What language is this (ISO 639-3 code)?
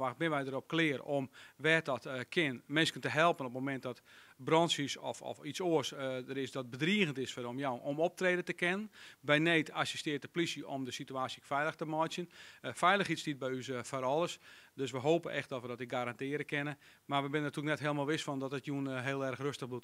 fry